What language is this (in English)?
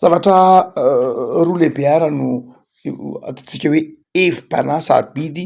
Malagasy